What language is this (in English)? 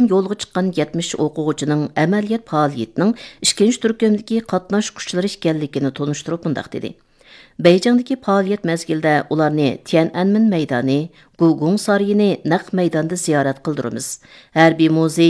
Uyghur